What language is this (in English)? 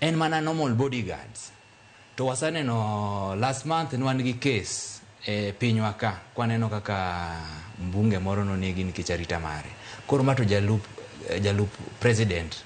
Luo (Kenya and Tanzania)